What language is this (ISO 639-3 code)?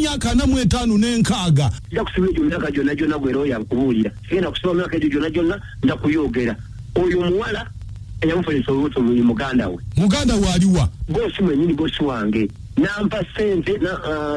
lug